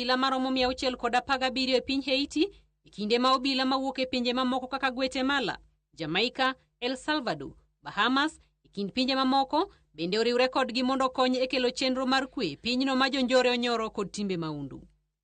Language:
Luo (Kenya and Tanzania)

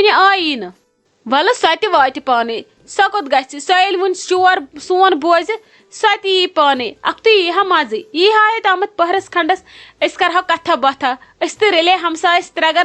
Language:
Kashmiri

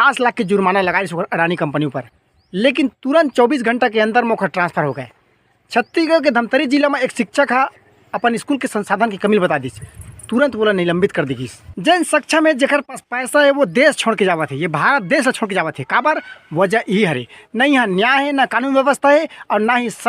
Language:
Chhattisgarhi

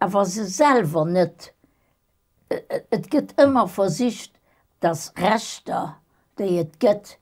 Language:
Luxembourgish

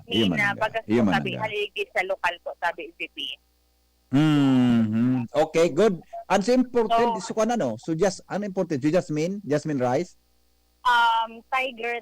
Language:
Bikol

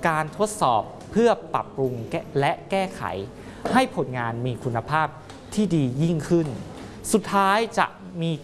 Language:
Thai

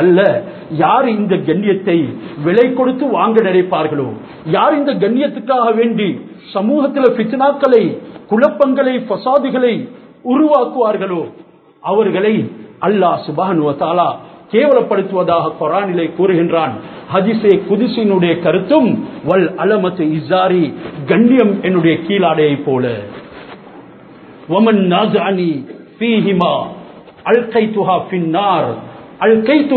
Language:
Tamil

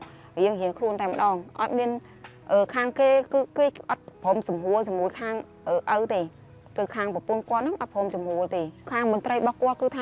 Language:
Khmer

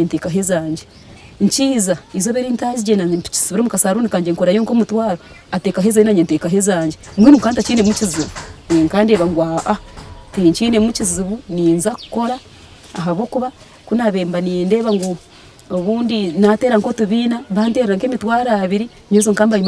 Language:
Nyankole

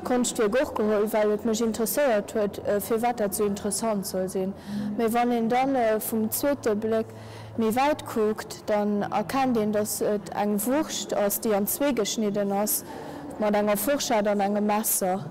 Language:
Luxembourgish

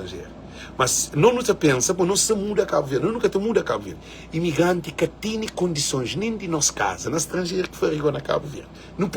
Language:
Kabuverdianu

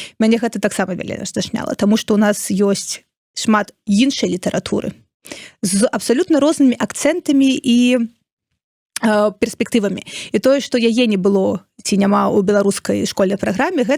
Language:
Belarusian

